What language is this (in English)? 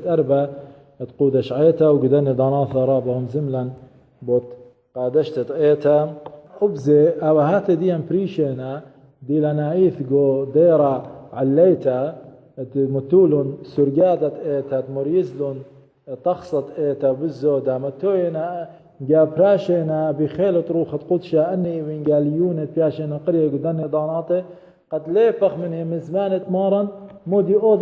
Assyrian Neo-Aramaic